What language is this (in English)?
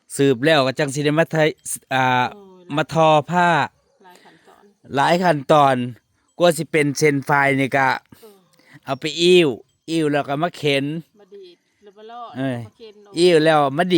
Northeastern Thai